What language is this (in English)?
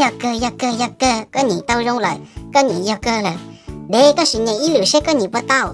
Hmong